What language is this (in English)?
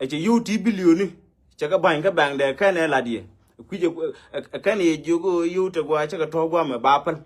Nuer